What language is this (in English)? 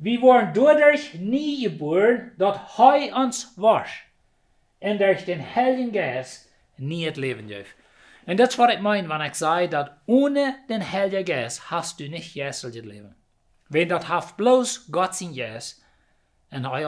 Plautdietsch